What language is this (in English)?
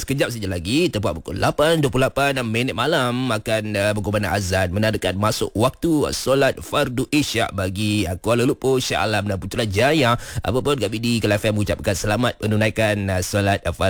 Malay